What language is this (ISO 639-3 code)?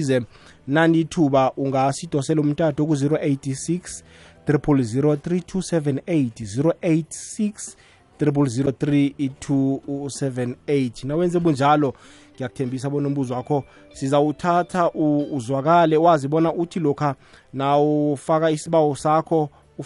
nbl